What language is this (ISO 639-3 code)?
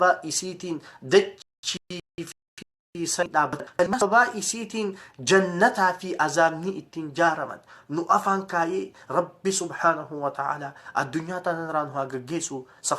orm